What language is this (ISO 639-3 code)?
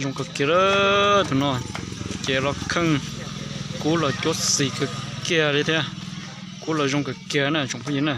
hmn